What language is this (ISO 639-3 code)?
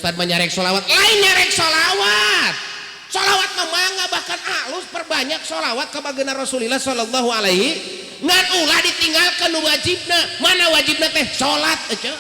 sun